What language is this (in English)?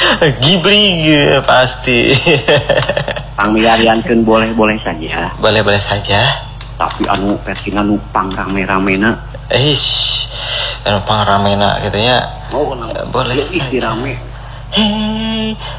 Indonesian